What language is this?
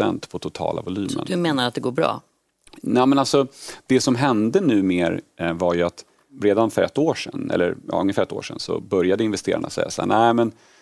Swedish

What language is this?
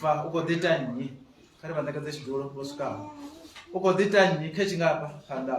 Venda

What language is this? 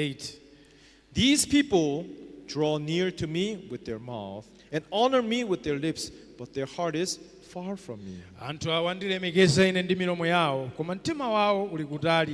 Nyanja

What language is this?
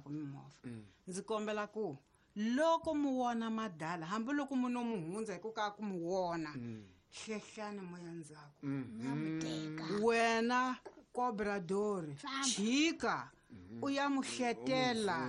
Tsonga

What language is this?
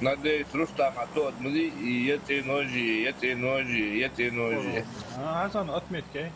Ingush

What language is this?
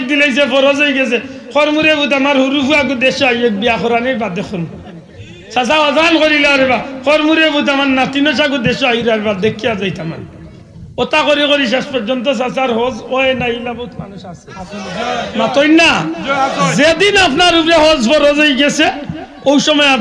Sylheti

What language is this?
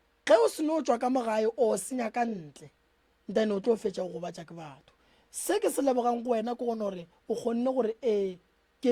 Northern Sotho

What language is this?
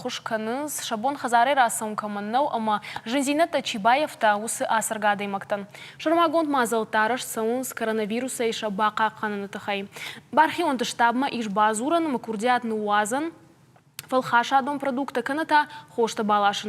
Ossetic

